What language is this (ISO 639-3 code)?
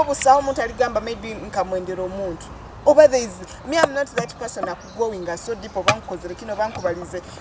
nyo